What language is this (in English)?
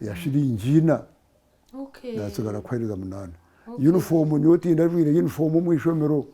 Nyankole